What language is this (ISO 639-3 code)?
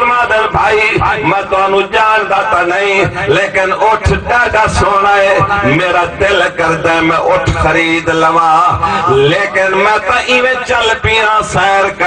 skr